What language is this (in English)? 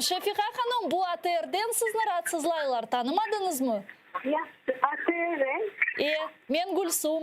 Crimean Tatar